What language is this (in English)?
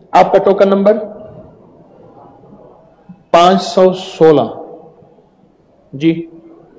Urdu